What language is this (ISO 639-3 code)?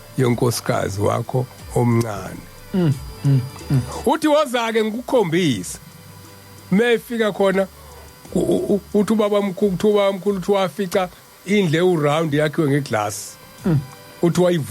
zul